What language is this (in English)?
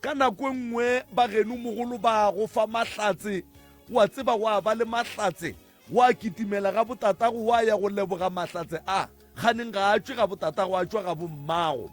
Northern Sotho